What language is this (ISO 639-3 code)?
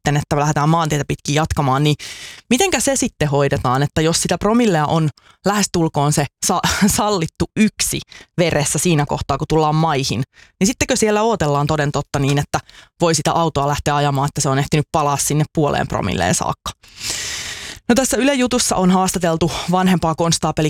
fin